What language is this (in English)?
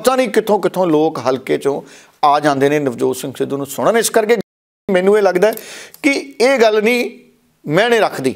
Punjabi